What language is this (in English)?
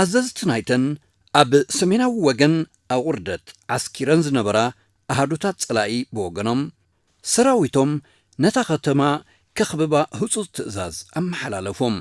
Tigrinya